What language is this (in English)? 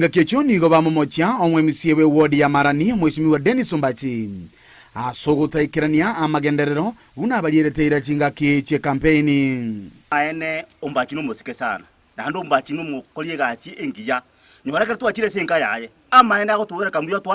Gusii